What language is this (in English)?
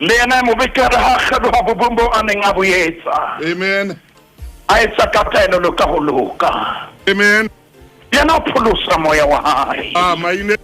Southern Sotho